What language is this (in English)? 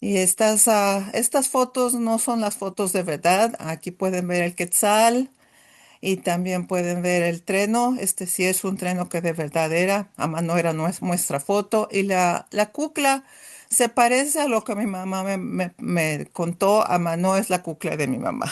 Ladino